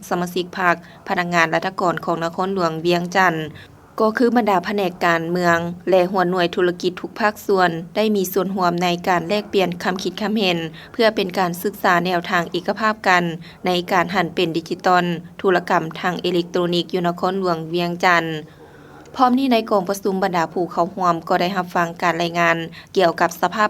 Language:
Lao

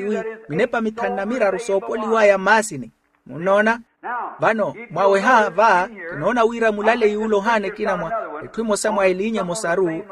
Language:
Makhuwa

